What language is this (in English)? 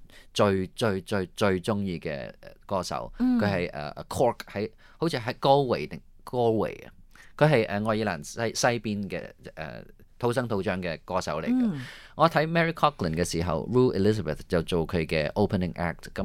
Cantonese